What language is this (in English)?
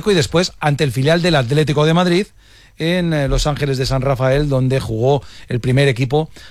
Spanish